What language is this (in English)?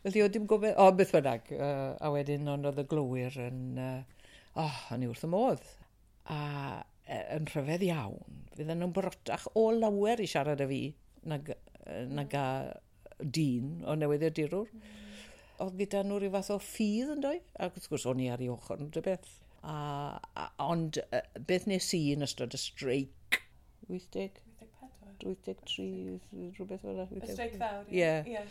Welsh